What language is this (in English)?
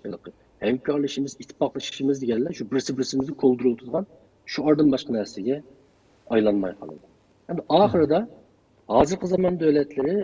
Uyghur